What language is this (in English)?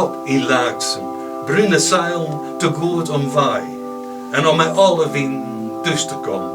Western Frisian